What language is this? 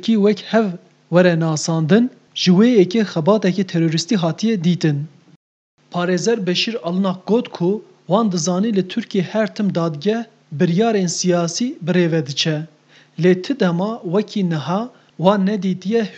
Kurdish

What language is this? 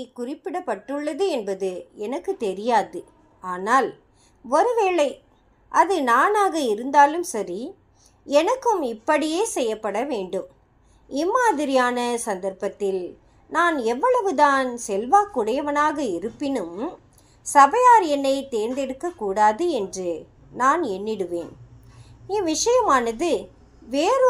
Tamil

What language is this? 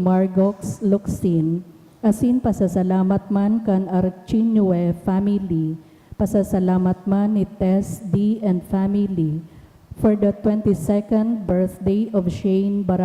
Bikol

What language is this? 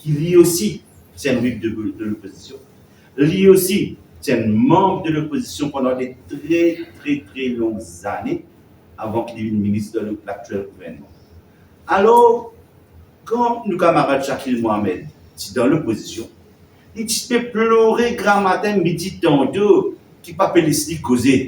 Morisyen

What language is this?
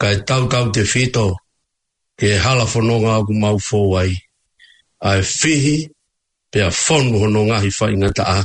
Tongan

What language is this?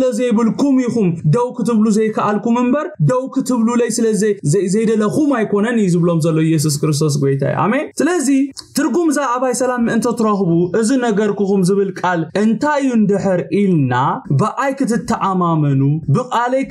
Tigrinya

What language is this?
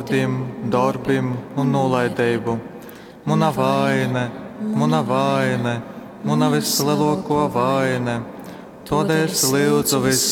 Latgalian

